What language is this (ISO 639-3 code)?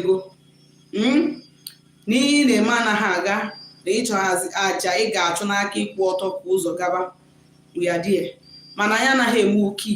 ibo